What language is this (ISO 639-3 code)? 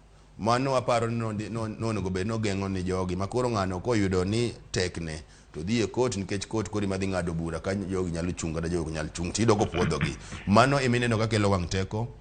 luo